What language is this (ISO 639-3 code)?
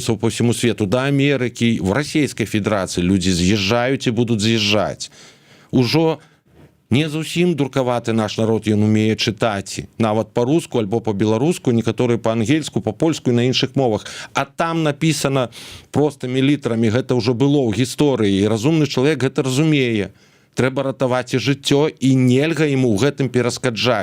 bel